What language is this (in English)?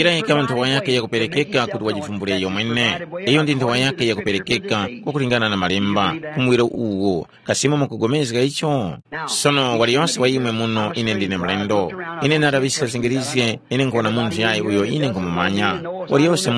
Tumbuka